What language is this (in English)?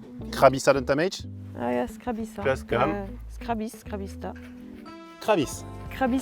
Breton